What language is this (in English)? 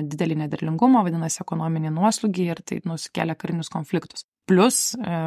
Lithuanian